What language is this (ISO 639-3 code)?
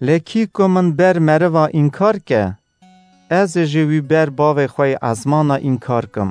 kur